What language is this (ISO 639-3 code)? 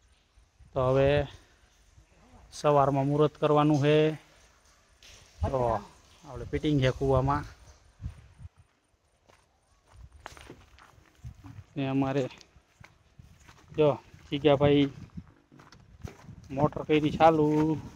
guj